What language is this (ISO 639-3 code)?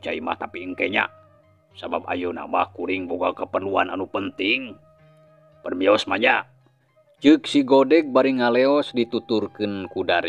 sun